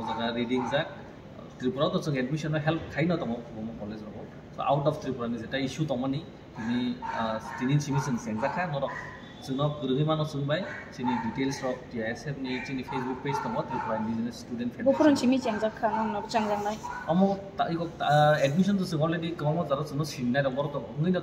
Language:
Kok Borok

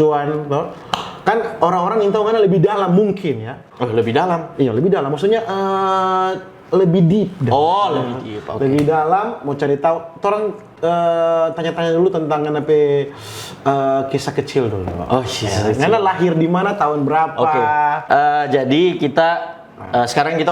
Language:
Manado Malay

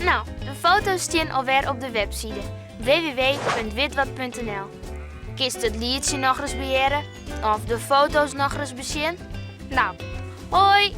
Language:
Western Frisian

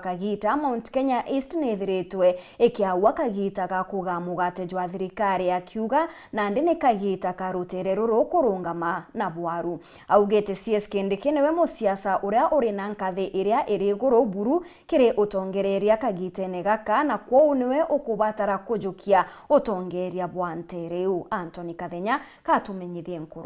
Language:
Meru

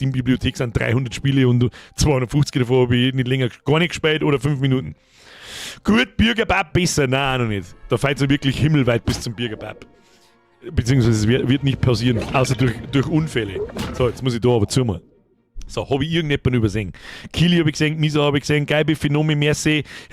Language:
Bavarian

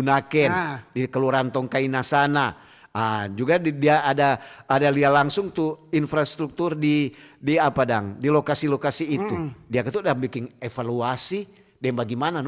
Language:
Manado Malay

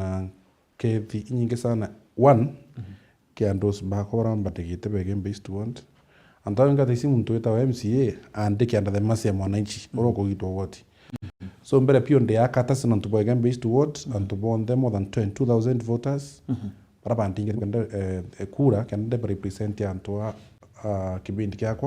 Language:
Meru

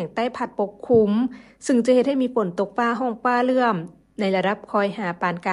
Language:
Lao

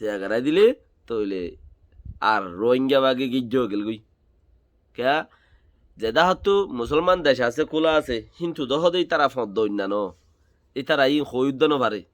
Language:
Rohingya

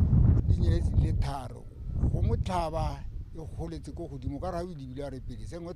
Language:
Tswana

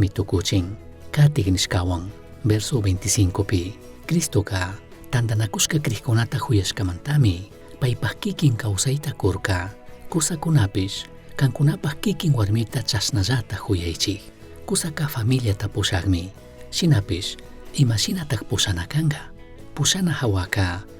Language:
Chimborazo Highland Quichua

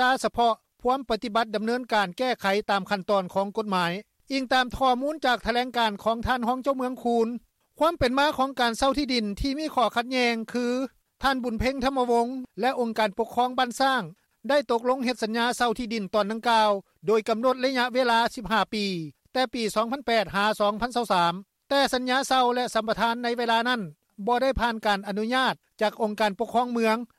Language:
Lao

